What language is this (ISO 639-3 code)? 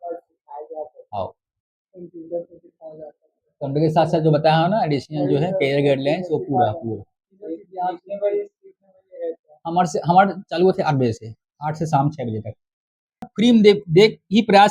hne